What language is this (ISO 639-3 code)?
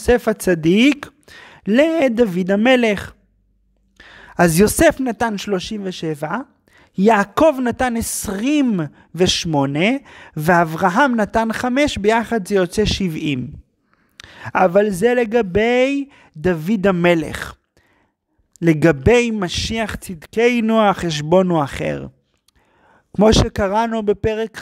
heb